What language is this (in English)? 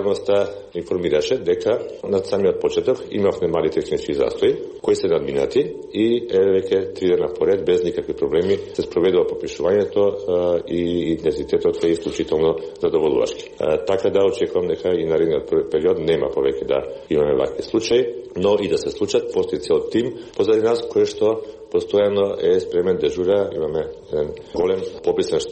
Macedonian